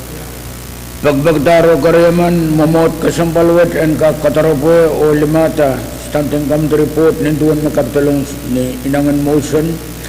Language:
Pohnpeian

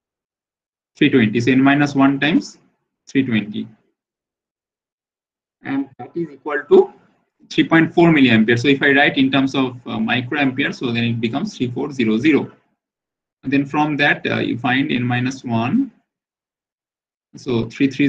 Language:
English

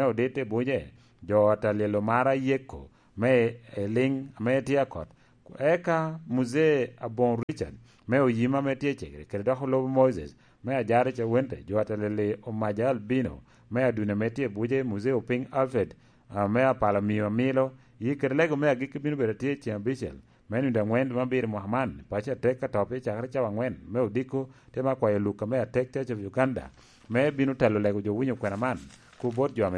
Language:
Lango (Uganda)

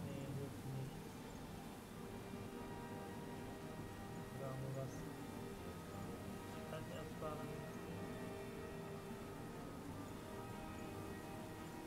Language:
German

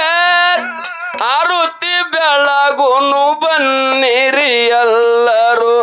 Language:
Kannada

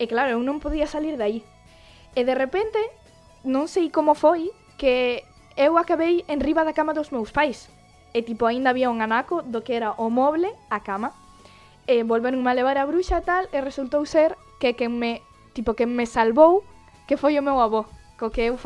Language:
Galician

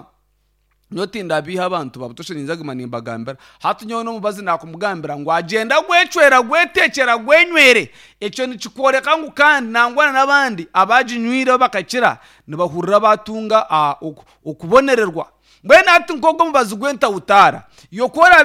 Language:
Nyankole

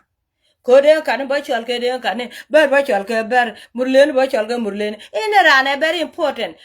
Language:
Nuer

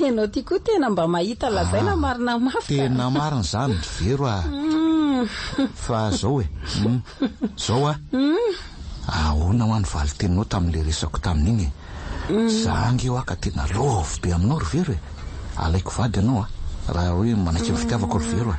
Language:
Malagasy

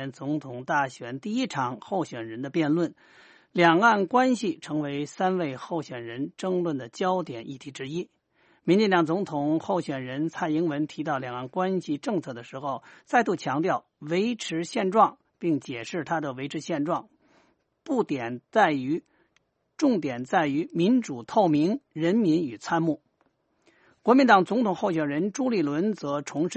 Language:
Chinese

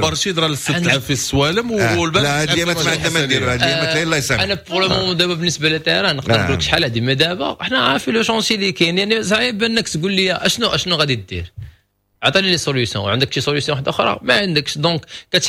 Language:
Moroccan Arabic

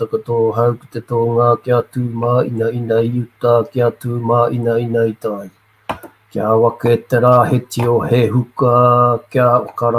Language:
Māori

